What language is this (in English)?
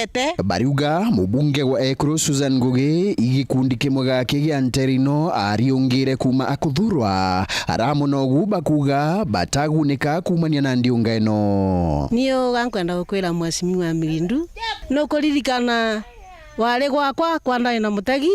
Meru